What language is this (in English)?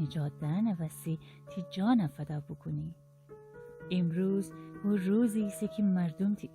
Gilaki